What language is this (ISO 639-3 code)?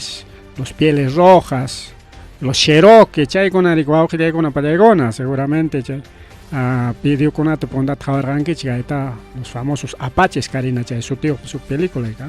quy